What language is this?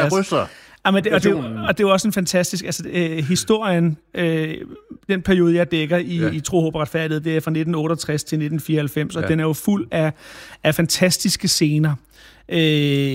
Danish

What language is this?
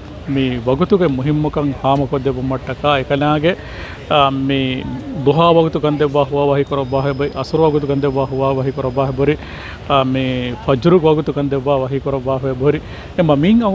Divehi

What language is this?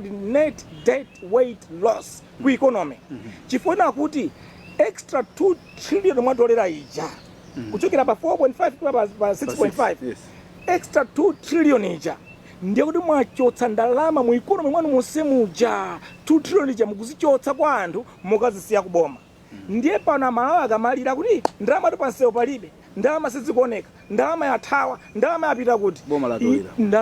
Nyanja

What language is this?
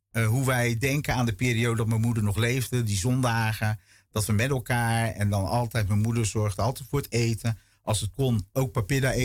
Dutch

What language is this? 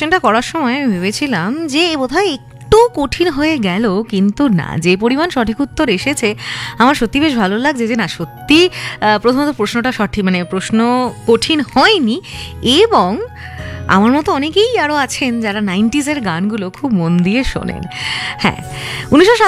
Bangla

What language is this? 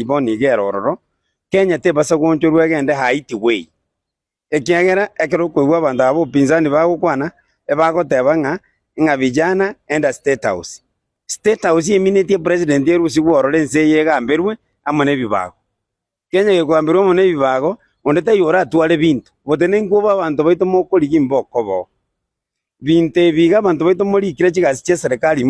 Gusii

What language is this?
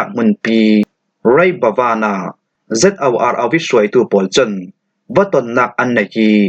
Falam Chin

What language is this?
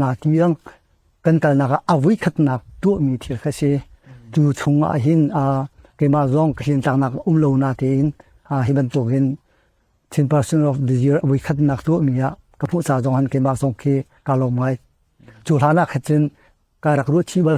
Hakha Chin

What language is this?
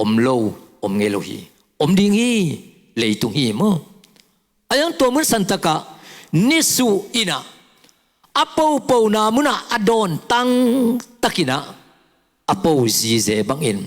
Tedim Chin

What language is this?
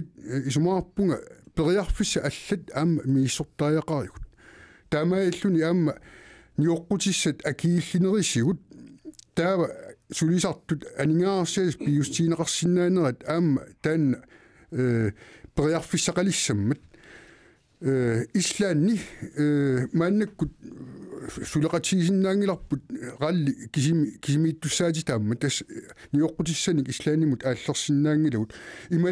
Kalaallisut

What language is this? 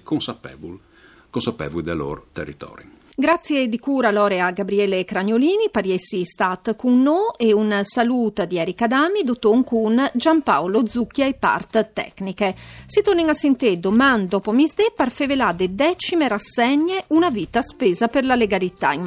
Friulian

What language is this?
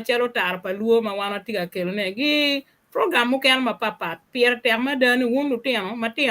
Acoli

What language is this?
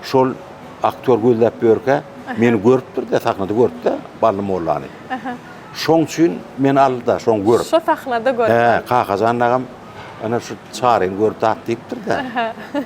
Turkmen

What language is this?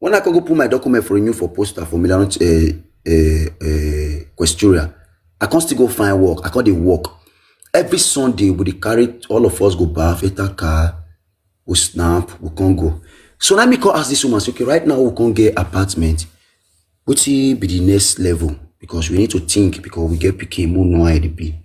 Nigerian Pidgin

